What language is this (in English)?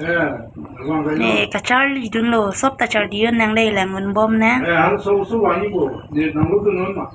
Karbi